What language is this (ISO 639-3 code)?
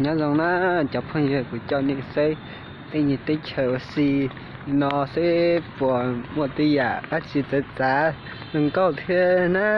hmn